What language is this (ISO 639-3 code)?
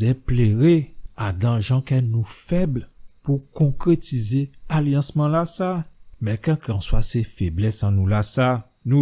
gcf